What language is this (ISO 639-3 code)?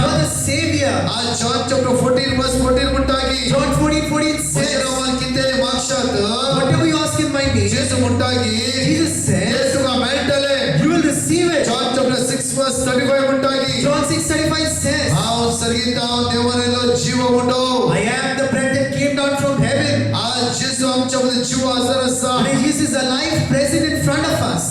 kok